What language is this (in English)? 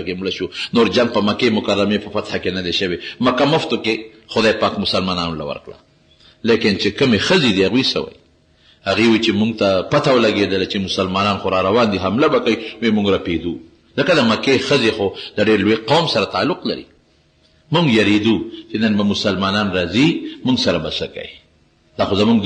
Pashto